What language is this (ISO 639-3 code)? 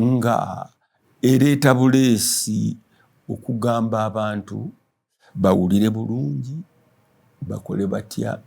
lug